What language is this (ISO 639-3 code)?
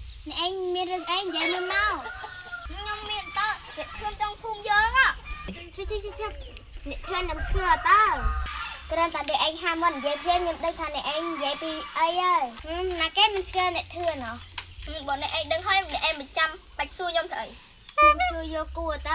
khm